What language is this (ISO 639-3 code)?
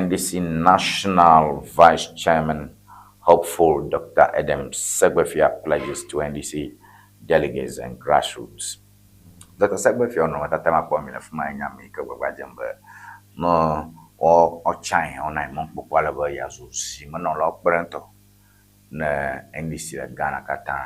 ewe